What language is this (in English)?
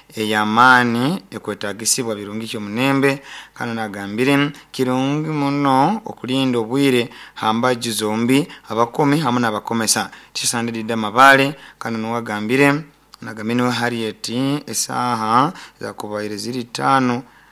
Nyankole